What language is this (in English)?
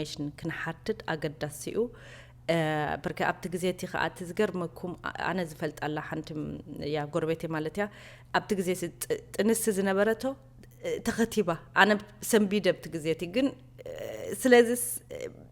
Tigrinya